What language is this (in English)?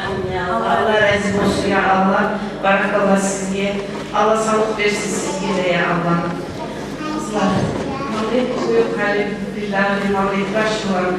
Kumyk